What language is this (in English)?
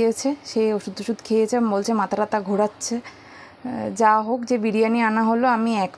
Bangla